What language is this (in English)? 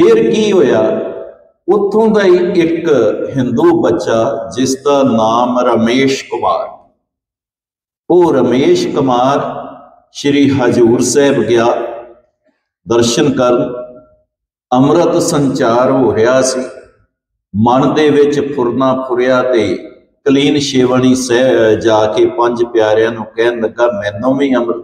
Punjabi